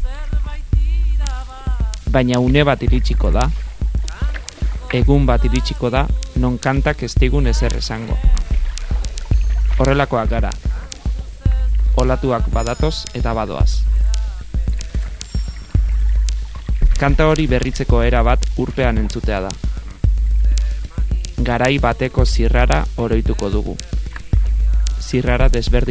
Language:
Basque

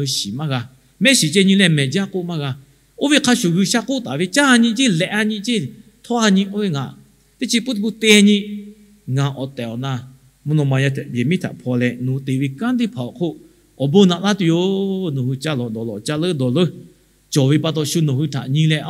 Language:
Lahu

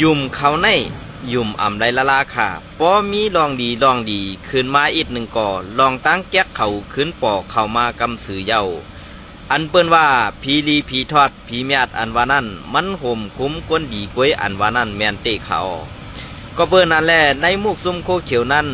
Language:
Shan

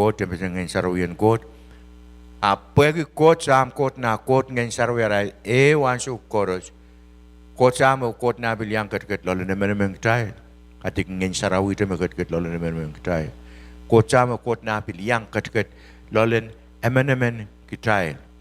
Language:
Pohnpeian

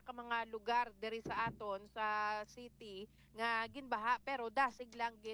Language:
Hiligaynon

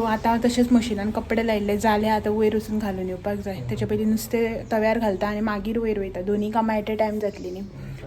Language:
Konkani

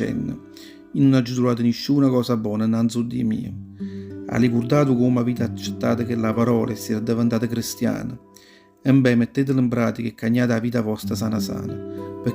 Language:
Neapolitan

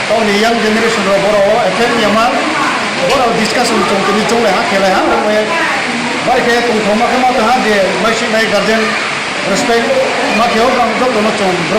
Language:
Riang (India)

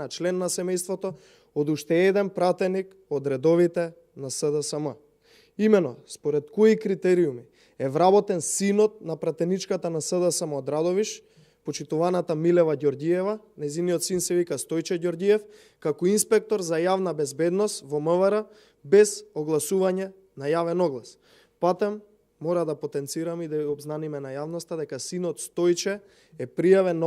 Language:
Macedonian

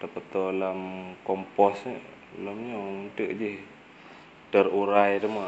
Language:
Achinese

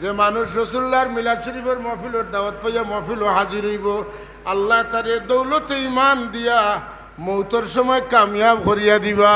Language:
Sylheti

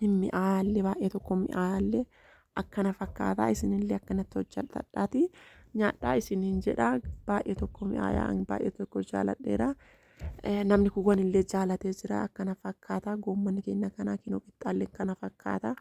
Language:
Oromo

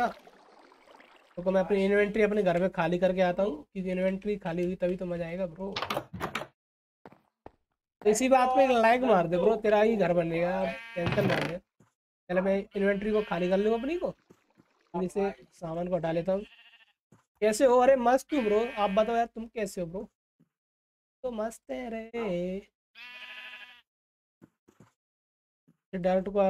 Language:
Hindi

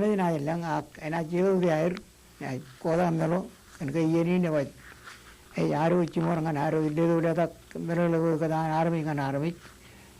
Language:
Marshallese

